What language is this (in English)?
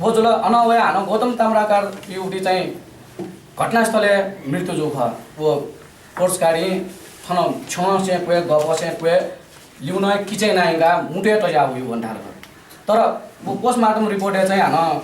Newari